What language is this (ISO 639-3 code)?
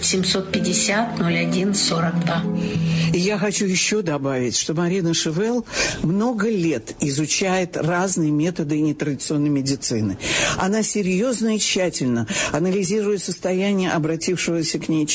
rus